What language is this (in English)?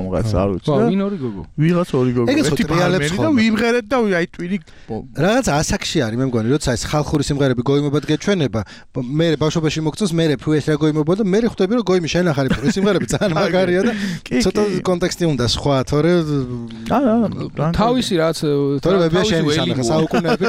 Georgian